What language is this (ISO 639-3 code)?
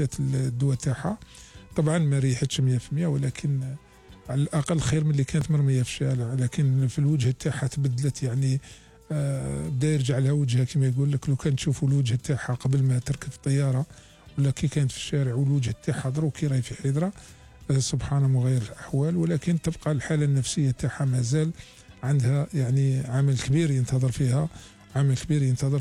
arq